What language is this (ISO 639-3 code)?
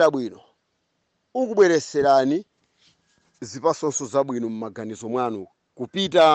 nya